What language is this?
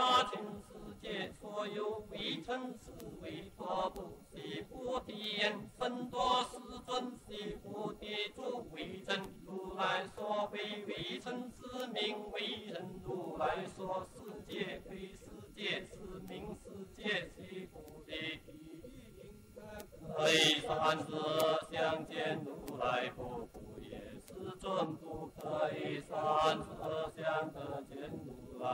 Chinese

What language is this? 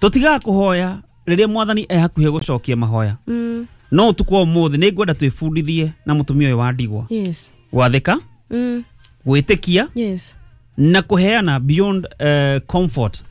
Kikuyu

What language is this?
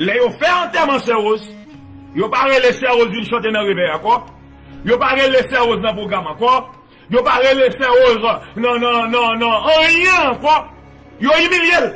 Haitian Creole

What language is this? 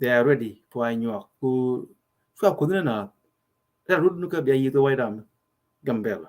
Nuer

